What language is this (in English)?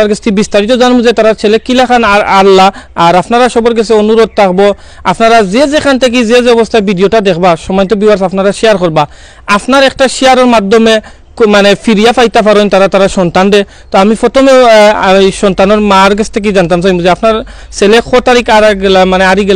Sylheti